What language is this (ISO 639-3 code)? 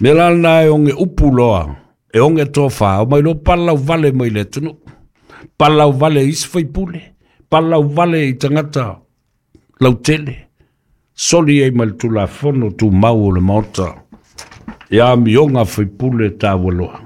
smo